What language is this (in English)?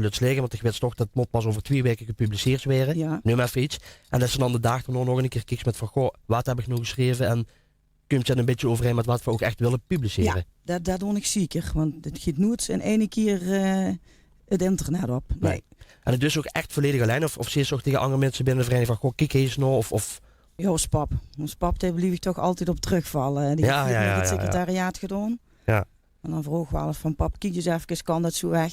Limburgish